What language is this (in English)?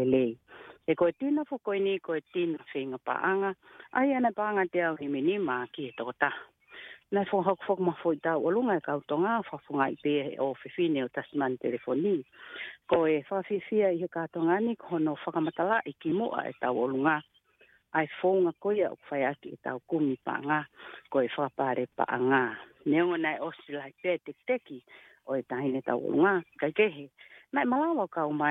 Tongan